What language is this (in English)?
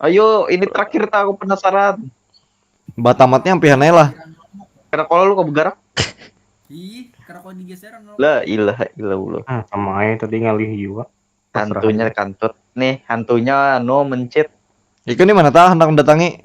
Banjar